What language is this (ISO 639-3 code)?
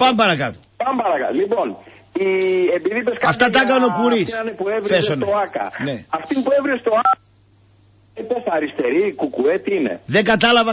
ell